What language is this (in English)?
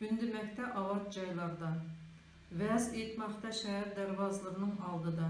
Uyghur